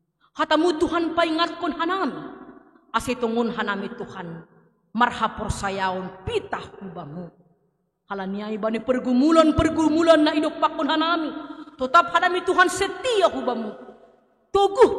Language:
Batak Simalungun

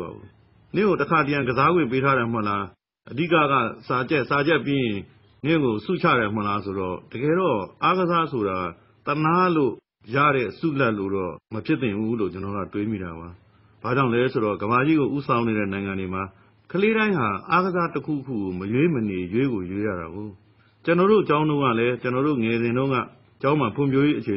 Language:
Burmese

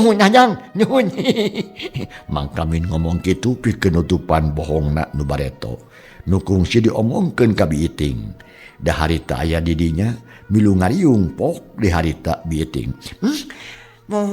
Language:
Sundanese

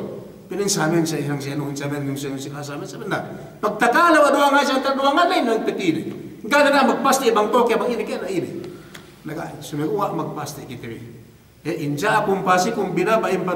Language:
Yakan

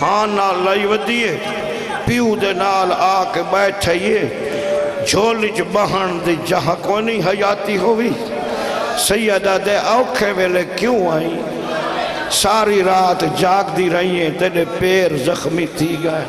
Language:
Saraiki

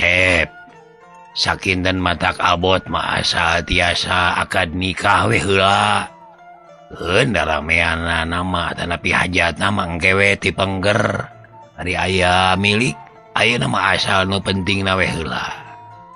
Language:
Sundanese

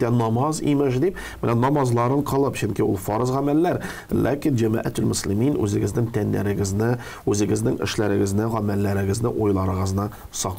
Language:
Tatar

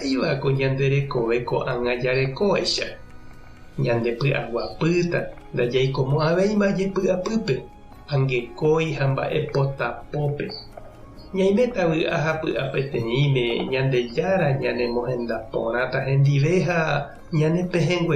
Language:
Guarani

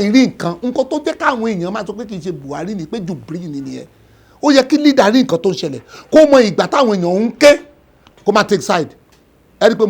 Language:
Yoruba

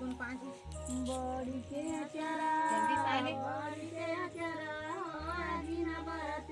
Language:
Chhattisgarhi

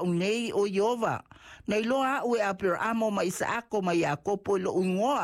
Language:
Samoan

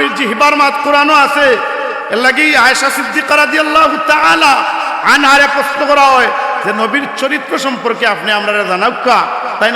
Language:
Sylheti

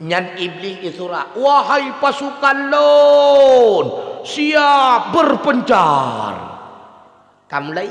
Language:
Achinese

